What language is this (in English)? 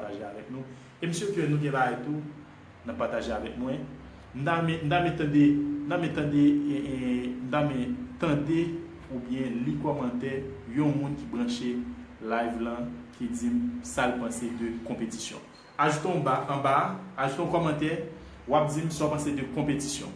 Haitian Creole